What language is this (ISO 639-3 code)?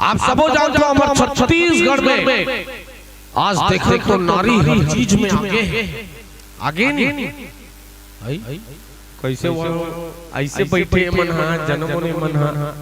hne